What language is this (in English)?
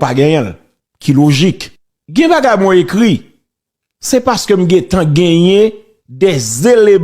Haitian Creole